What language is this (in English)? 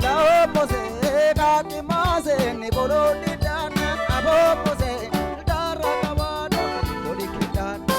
Sidamo